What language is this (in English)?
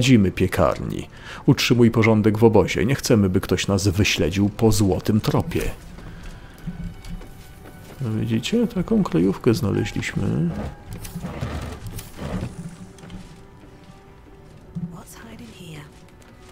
Polish